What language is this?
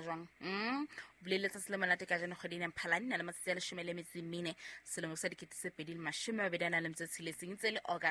Southern Sotho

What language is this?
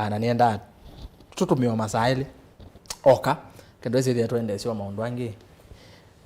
Kamba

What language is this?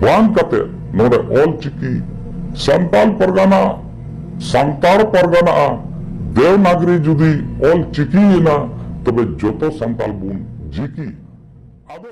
Santali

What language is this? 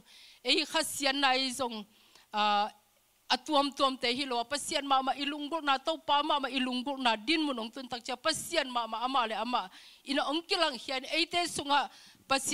Tedim Chin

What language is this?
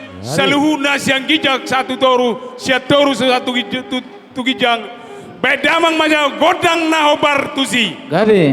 Batak Toba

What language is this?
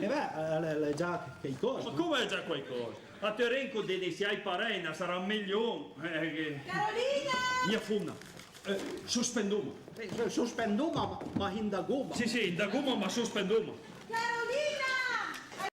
Piedmontese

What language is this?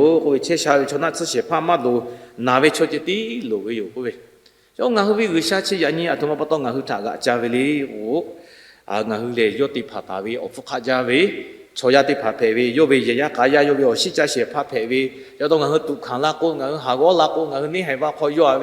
Lahu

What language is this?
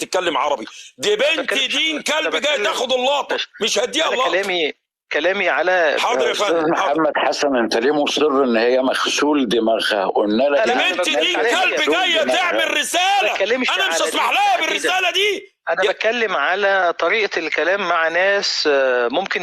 Egyptian Arabic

